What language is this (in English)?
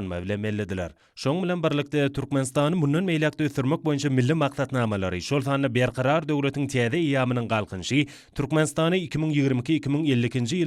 Turkmen